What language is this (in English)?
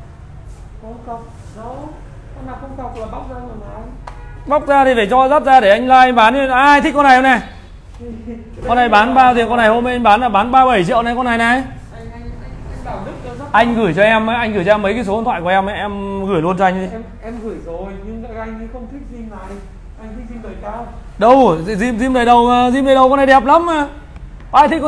Vietnamese